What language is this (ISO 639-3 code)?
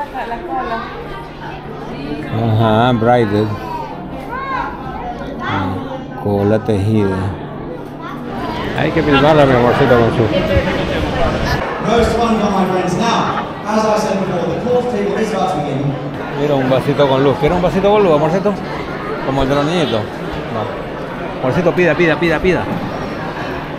spa